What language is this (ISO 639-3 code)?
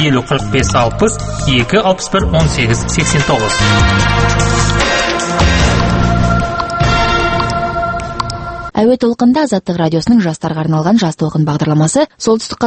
kaz